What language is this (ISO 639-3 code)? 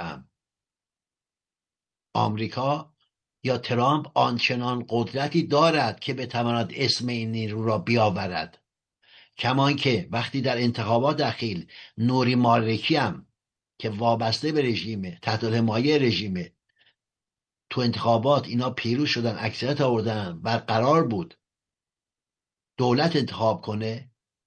fas